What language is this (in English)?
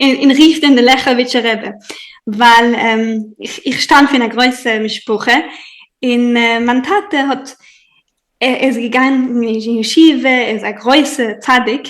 Yiddish